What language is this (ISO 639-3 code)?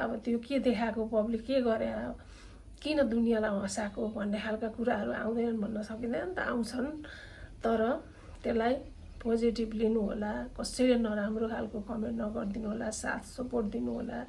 nep